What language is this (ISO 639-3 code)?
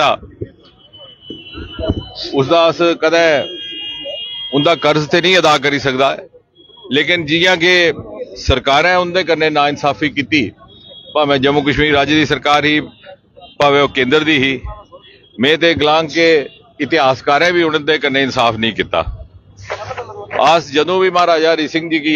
doi